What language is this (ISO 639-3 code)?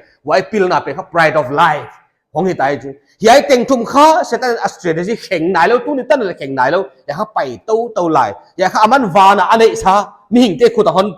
pck